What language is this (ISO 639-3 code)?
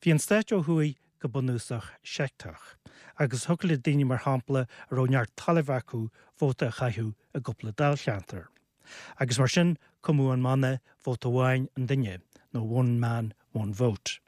gle